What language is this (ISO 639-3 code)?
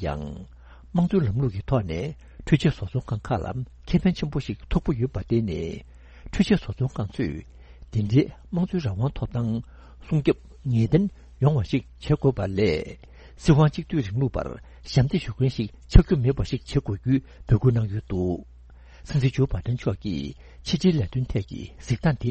bod